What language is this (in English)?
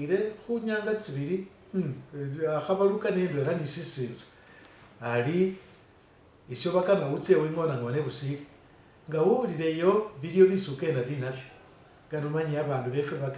Masaaba